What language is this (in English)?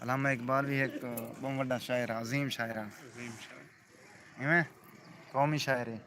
Saraiki